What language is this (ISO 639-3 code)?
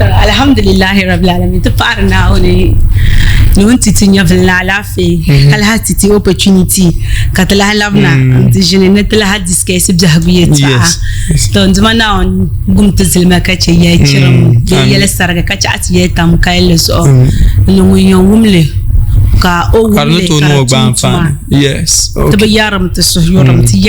dag